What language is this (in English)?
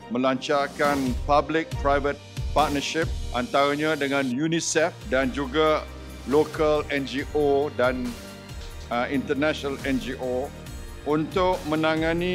Malay